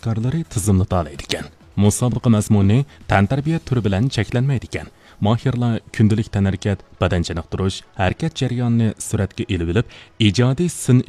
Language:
Uyghur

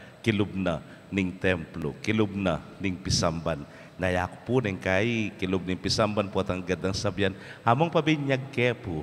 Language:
Pampanga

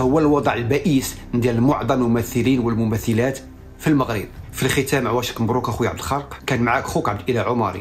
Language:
Moroccan Arabic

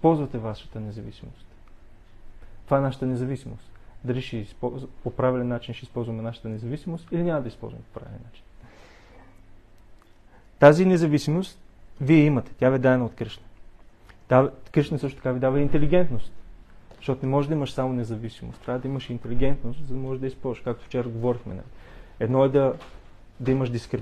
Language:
Bulgarian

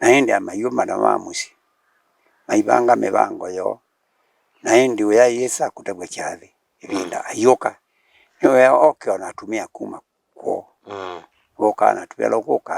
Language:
Kamba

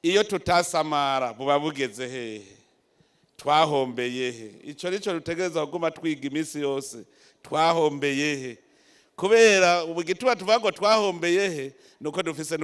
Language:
Rundi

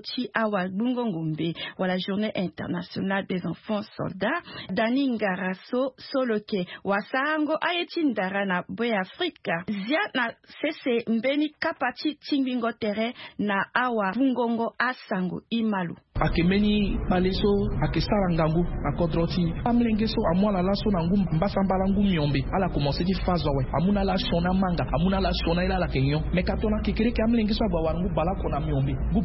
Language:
Sango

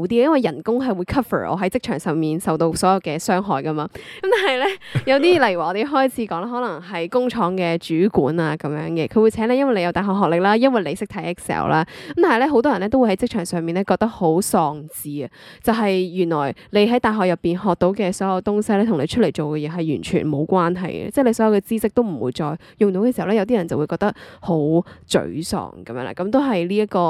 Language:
Cantonese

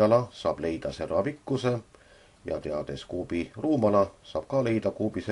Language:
Estonian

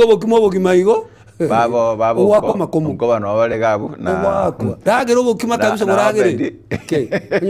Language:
Gusii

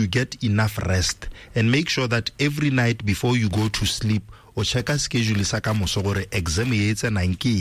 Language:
Tswana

